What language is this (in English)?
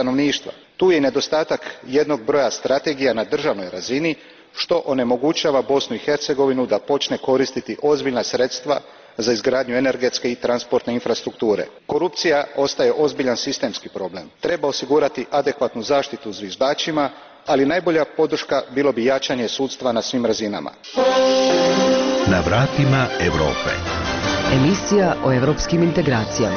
Bosnian